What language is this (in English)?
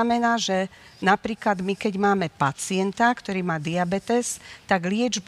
Slovak